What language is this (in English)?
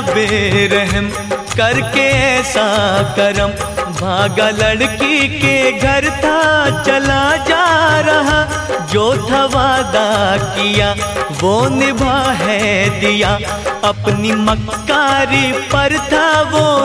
Hindi